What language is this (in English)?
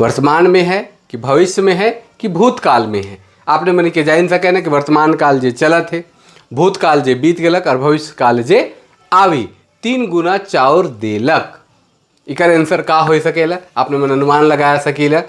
Sadri